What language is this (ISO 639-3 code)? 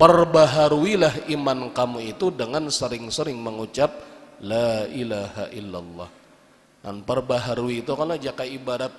bjn